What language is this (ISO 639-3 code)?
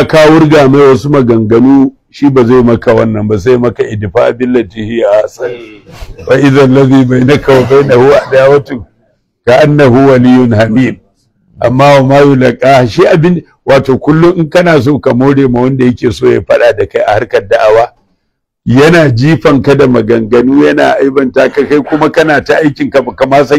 hau